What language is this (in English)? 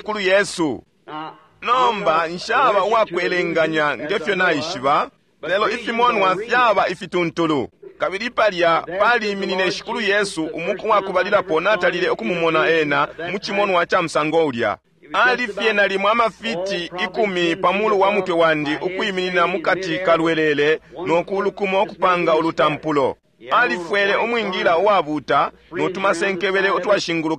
Bemba